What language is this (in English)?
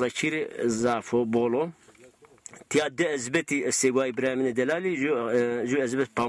Zaza